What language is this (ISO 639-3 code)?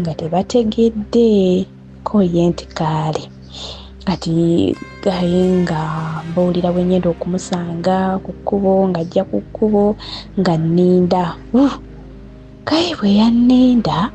lug